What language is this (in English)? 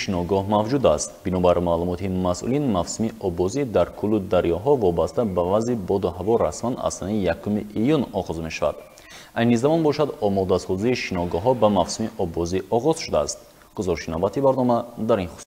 Tajik